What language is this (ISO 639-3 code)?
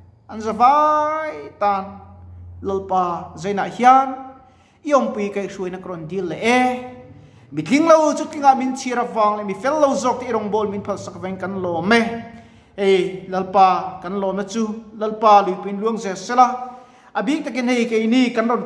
lus